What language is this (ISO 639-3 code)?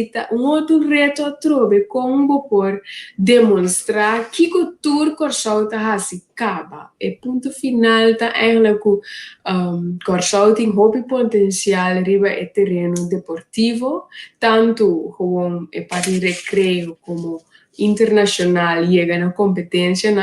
pap